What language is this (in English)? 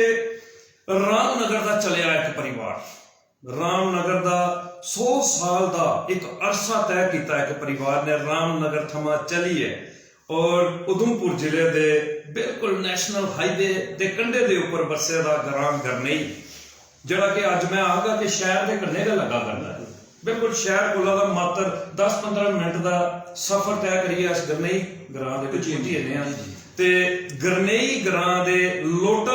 Dogri